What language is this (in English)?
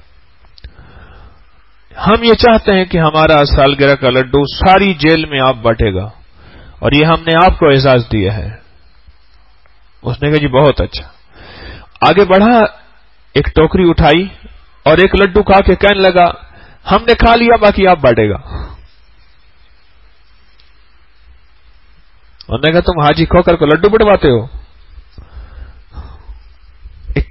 Urdu